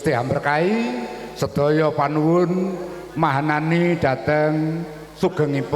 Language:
Javanese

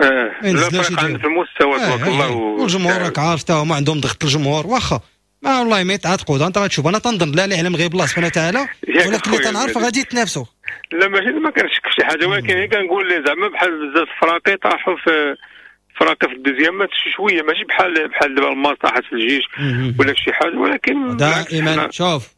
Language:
Moroccan Arabic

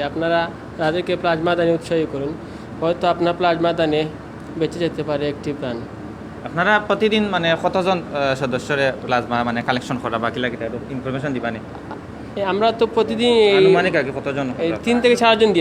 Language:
Sylheti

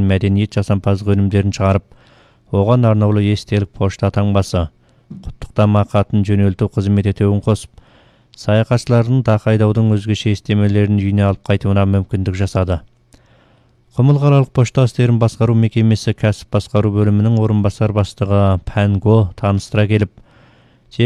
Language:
Kazakh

